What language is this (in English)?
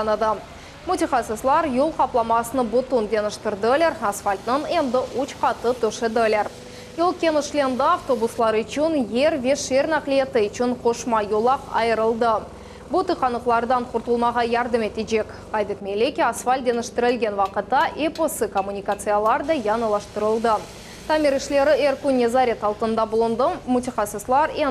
Crimean Tatar